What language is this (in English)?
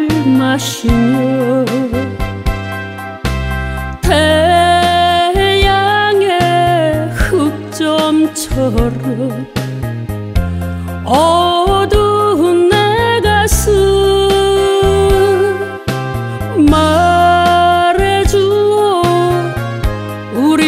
Korean